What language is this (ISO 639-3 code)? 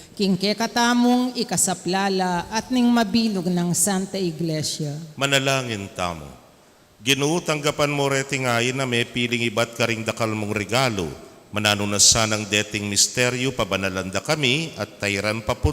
pam